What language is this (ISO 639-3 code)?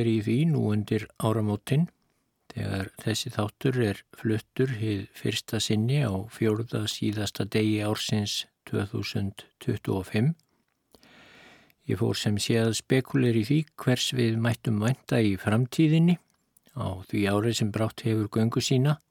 isl